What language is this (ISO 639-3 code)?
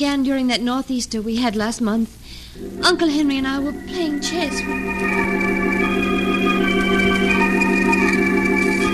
eng